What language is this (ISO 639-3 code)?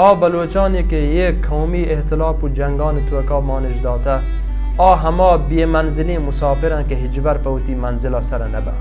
bal